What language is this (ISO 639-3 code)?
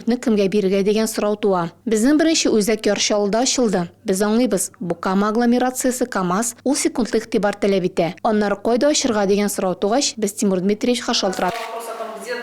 tat